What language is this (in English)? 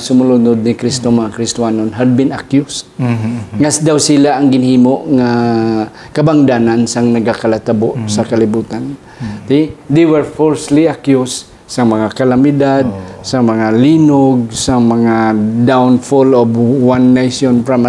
Hiligaynon